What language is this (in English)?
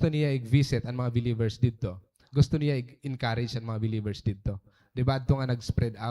Waray